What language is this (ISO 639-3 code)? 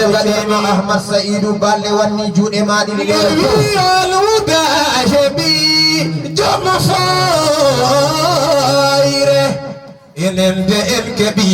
ful